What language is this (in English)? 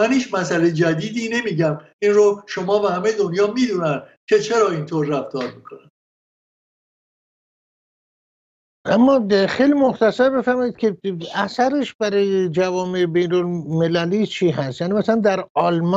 Persian